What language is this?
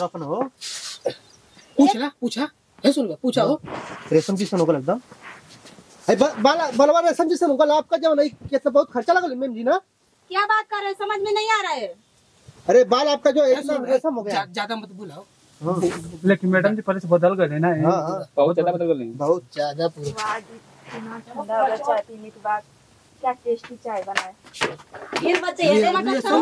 Bhojpuri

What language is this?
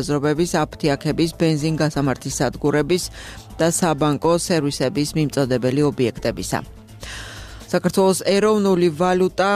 Georgian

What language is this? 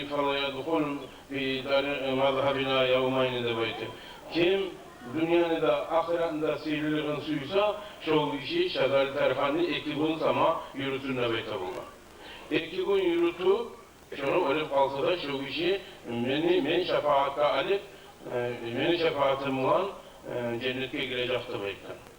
Kumyk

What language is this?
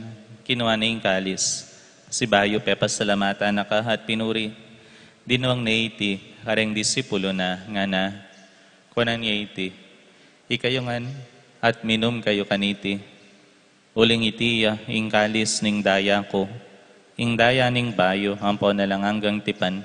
Pampanga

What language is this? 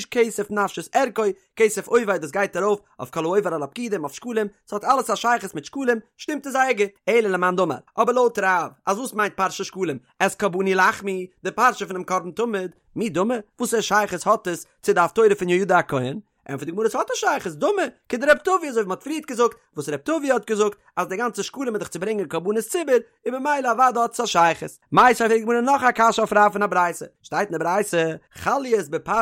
Yiddish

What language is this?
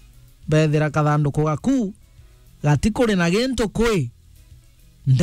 Meru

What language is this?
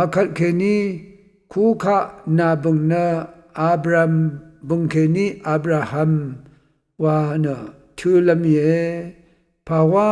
Rawang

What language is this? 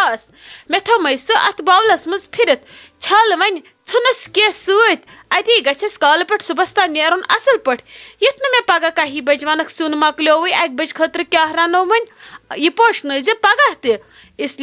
Kashmiri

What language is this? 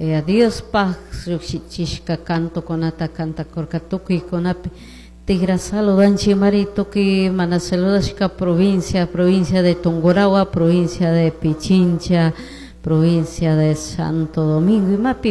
Chimborazo Highland Quichua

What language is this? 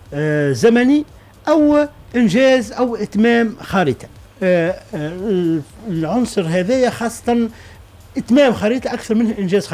Tunisian Arabic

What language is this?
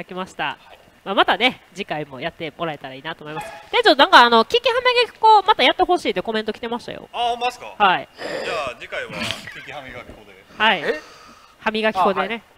Japanese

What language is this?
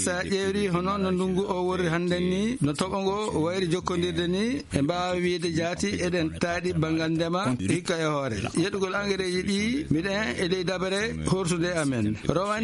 Nigerian Fulfulde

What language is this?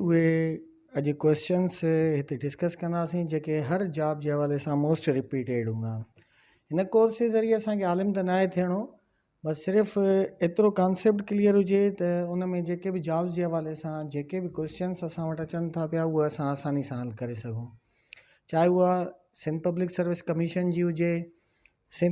Sindhi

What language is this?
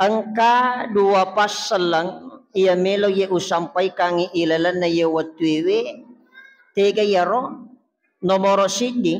Buginese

